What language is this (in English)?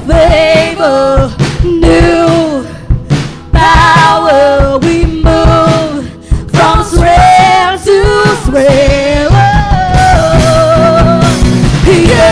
Waray